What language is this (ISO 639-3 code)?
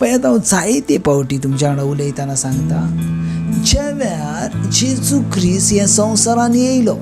kok